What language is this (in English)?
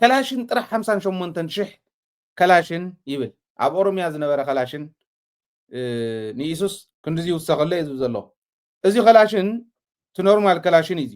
Tigrinya